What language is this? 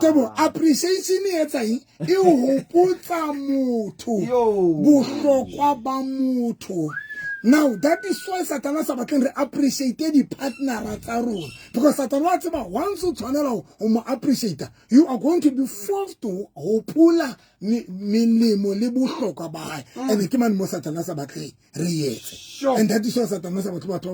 Southern Sotho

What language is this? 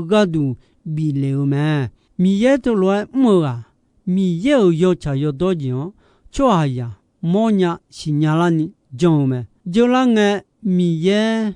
Akha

